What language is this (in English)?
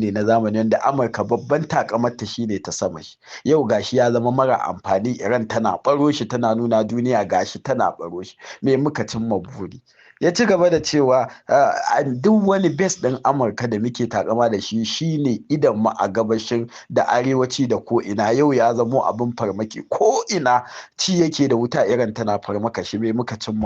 Hausa